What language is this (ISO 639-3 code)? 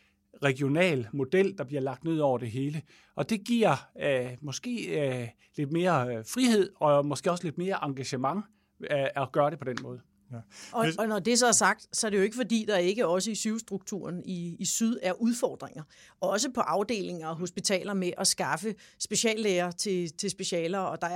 dan